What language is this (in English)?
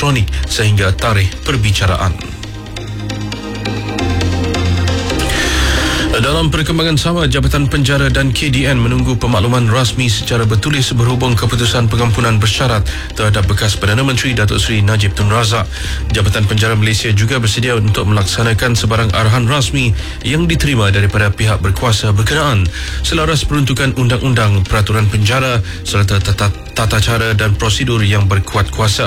Malay